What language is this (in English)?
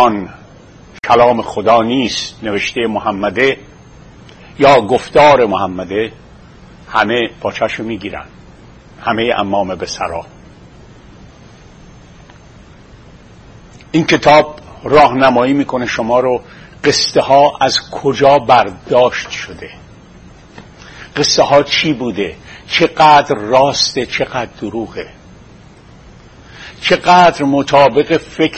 Persian